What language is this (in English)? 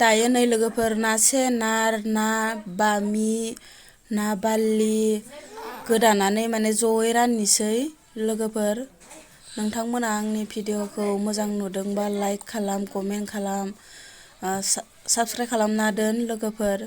Bodo